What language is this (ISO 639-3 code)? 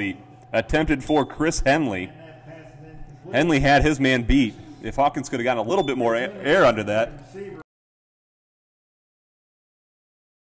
eng